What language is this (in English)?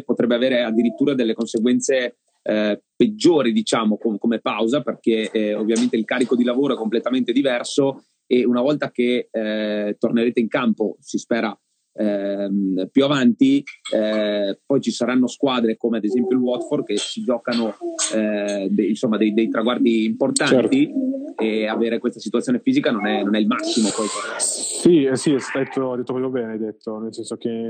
Italian